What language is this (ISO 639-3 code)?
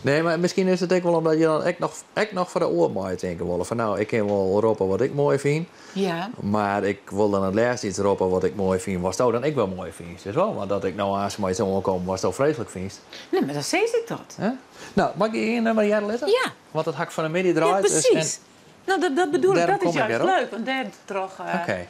fry